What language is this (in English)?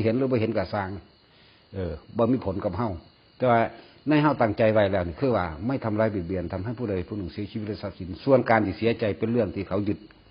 Northeastern Thai